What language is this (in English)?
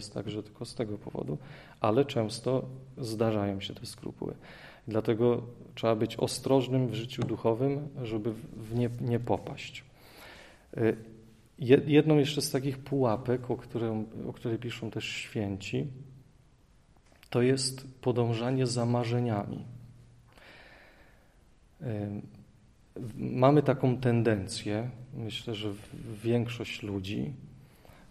Polish